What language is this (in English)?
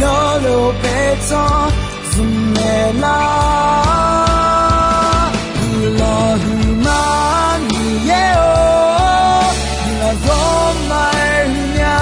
Akha